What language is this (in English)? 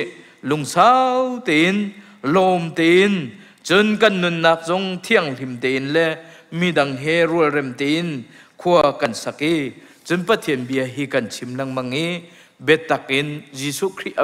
Hakha Chin